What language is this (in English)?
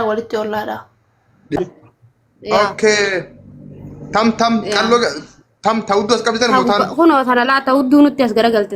Oromo